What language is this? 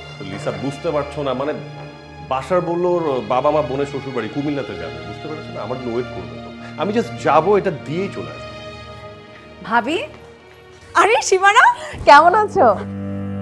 Bangla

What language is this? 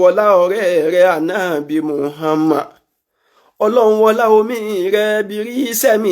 Yoruba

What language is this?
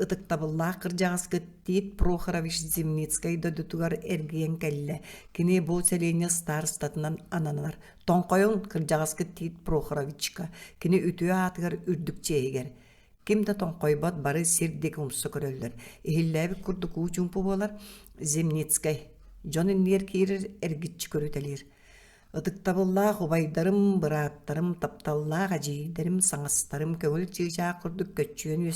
Yakut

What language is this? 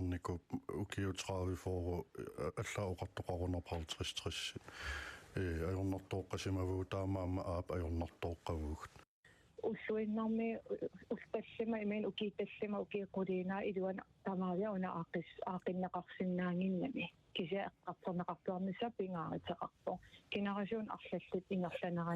Kalaallisut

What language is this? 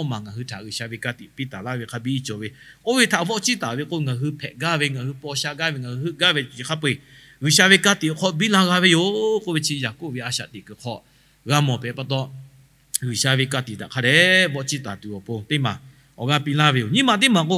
Lahu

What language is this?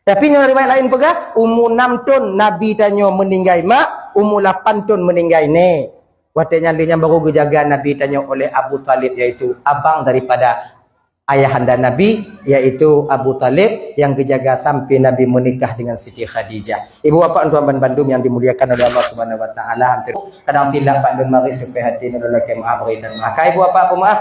Achinese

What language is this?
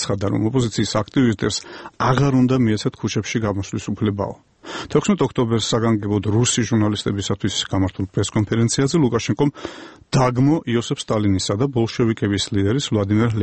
Georgian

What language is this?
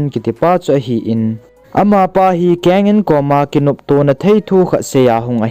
Thado Chin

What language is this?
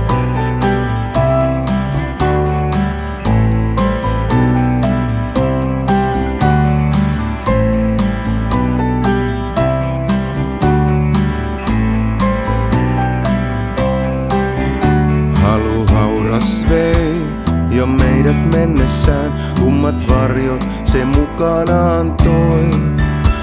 Finnish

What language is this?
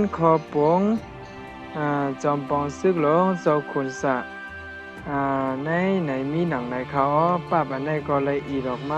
Shan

